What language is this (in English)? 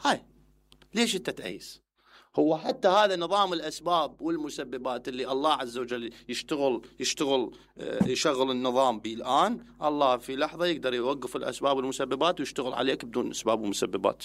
Mesopotamian Arabic